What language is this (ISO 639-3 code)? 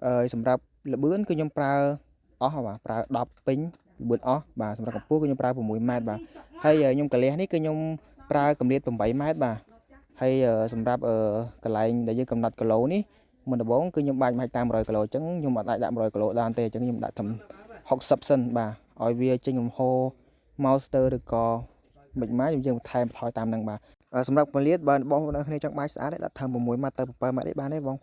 khm